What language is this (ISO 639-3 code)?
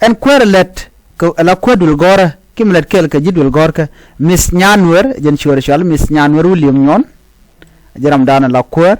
nus